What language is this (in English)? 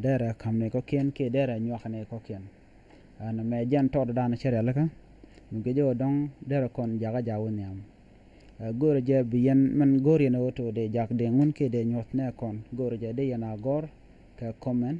Nuer